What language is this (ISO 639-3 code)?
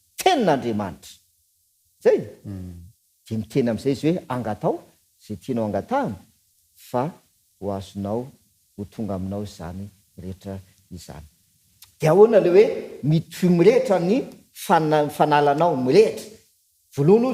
mlg